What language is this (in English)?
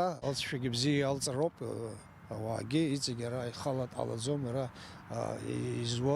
Abkhazian